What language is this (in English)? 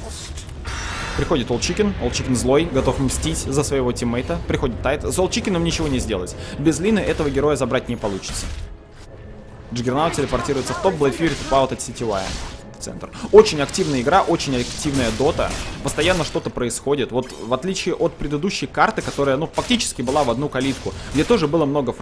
Russian